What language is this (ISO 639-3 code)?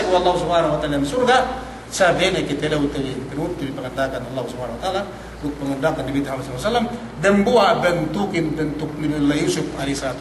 yka